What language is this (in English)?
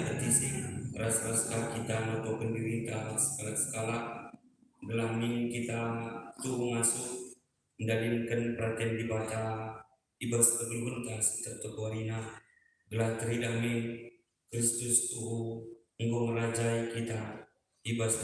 Batak Karo